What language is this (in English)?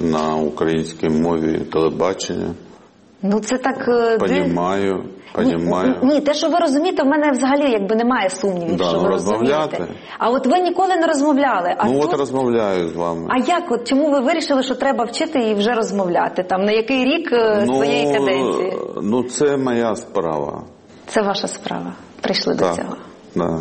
Ukrainian